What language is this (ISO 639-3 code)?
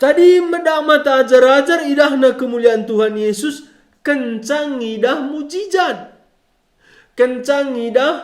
btx